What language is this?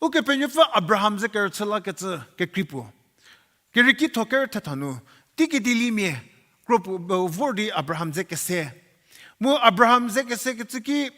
Angami Naga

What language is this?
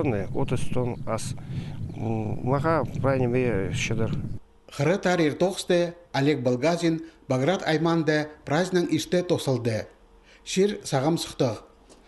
Khakas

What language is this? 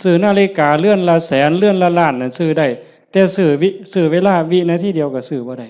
Northeastern Thai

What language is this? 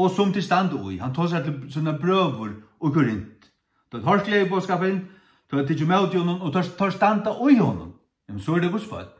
Faroese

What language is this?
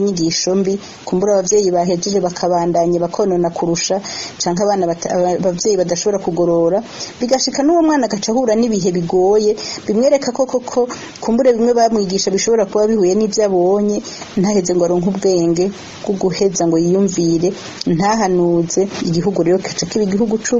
Rundi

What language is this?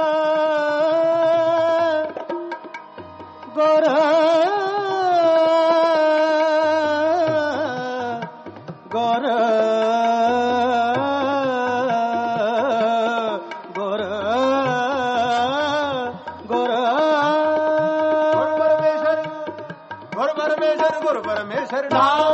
Punjabi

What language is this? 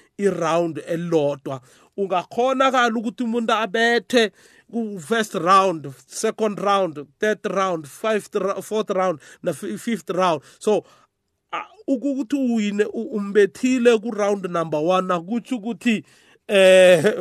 South Ndebele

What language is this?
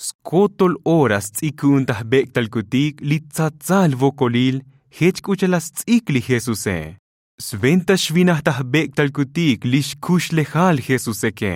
Tzotzil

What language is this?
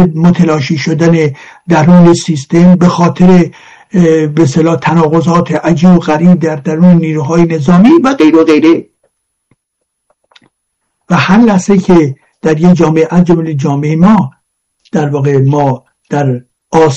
Persian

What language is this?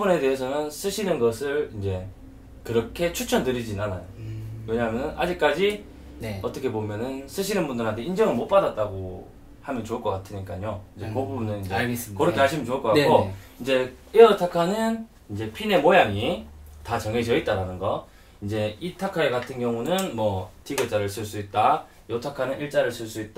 Korean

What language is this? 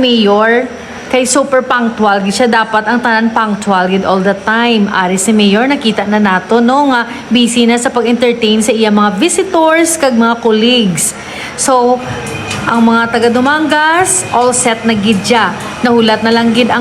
Hiligaynon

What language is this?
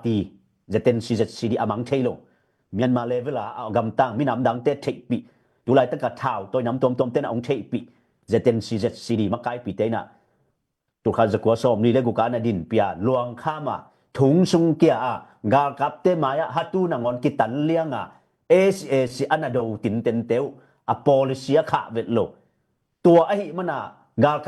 Tedim Chin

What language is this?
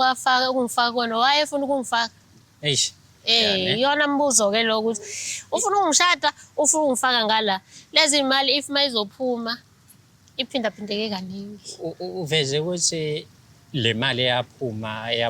Zulu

